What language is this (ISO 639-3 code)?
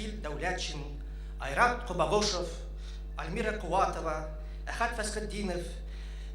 bak